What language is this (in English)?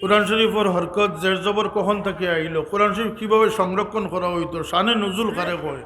Sylheti